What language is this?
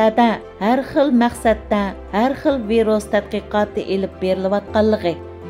Uyghur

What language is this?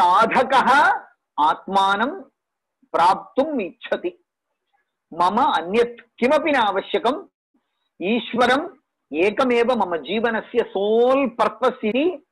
Sanskrit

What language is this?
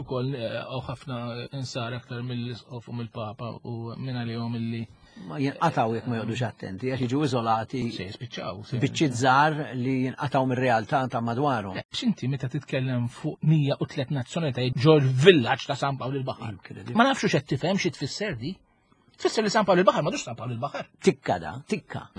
Maltese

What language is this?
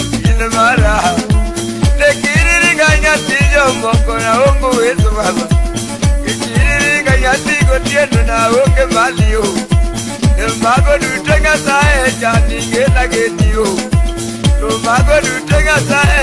Luo (Kenya and Tanzania)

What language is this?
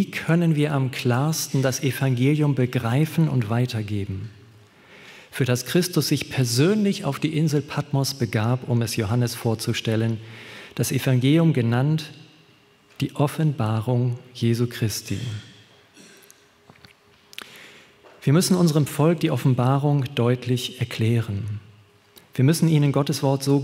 German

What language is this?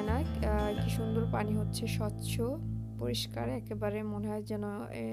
Bangla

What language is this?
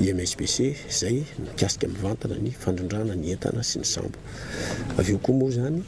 Malagasy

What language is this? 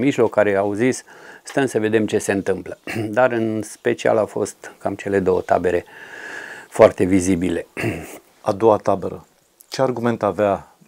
Romanian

